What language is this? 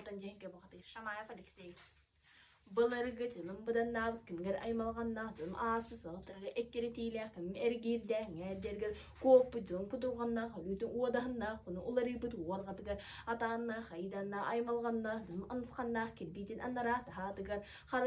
Yakut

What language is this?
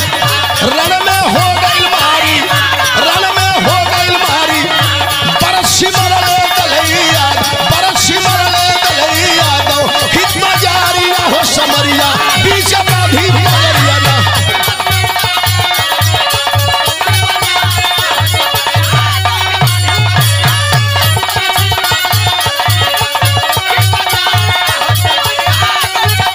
Bhojpuri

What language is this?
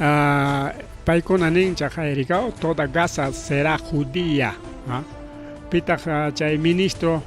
Ayacucho Quechua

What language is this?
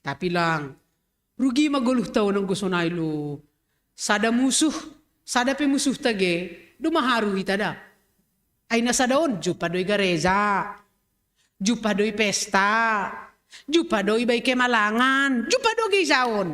Batak Simalungun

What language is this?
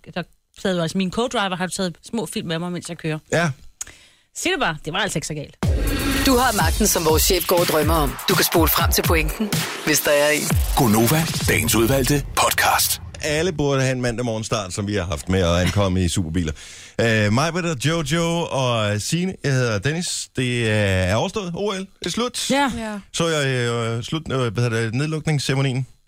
Danish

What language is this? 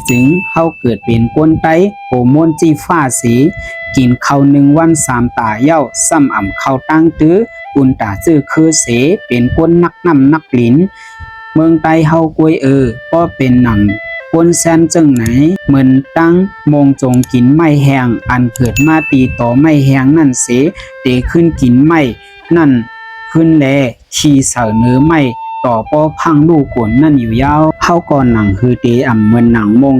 Shan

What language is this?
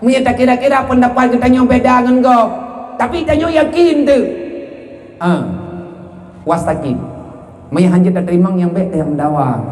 Achinese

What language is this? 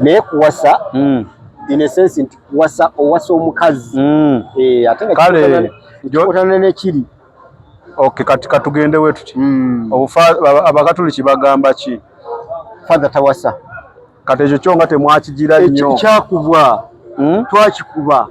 Ganda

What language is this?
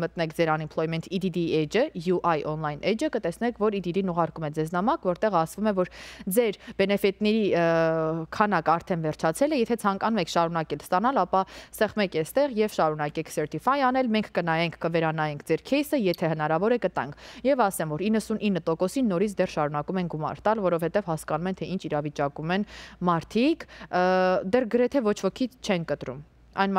Armenian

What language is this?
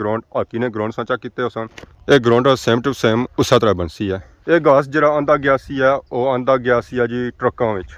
Pahari-Potwari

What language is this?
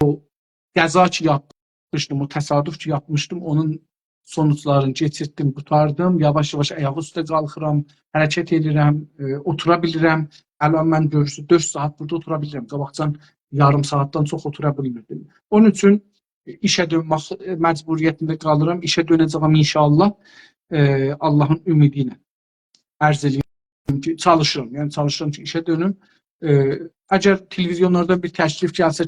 South Azerbaijani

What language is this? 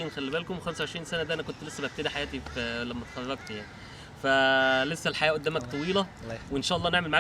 Egyptian Arabic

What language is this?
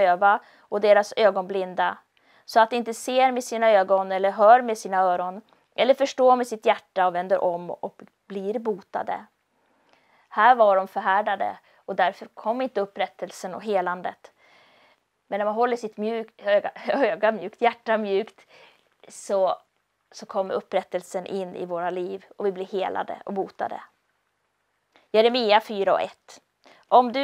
Swedish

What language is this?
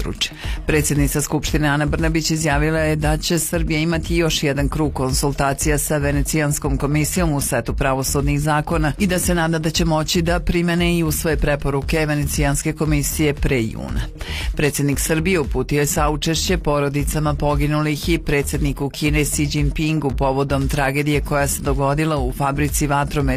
Serbian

